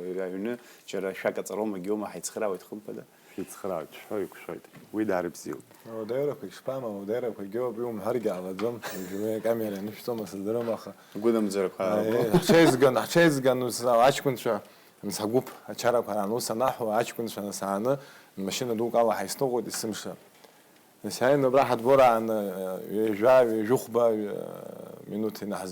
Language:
Abkhazian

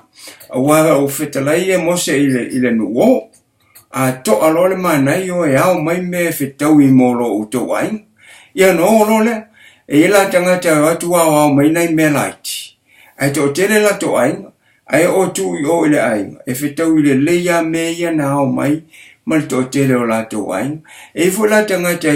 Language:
Samoan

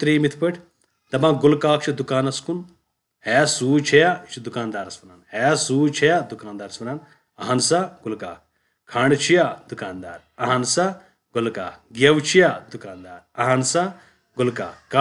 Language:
Kashmiri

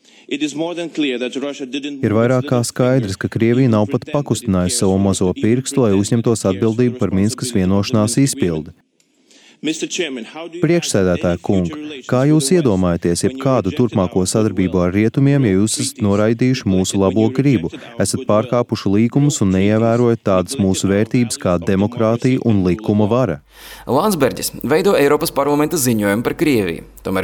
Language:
Latvian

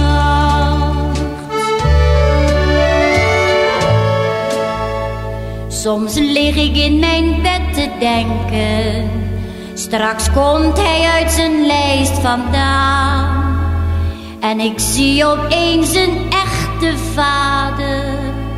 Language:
Dutch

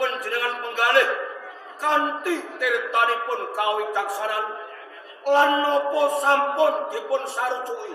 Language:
Javanese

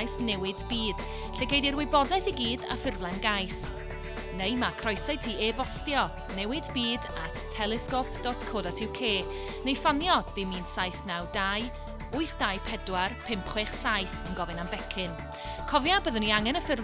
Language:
Welsh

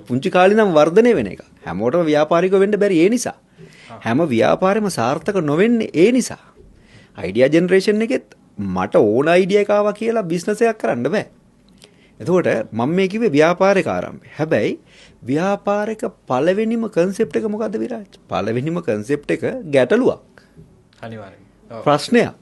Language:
Sinhala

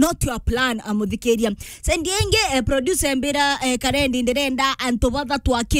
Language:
Meru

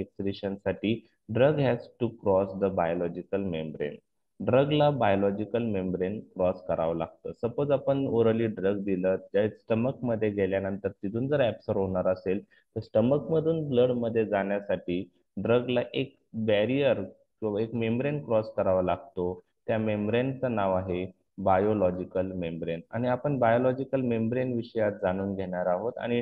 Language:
Marathi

